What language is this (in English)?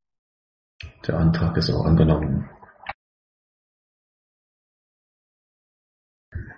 German